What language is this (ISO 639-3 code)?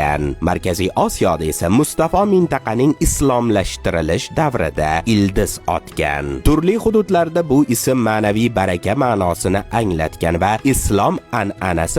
uzb